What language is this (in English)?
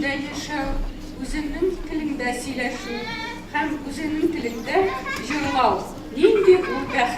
Tatar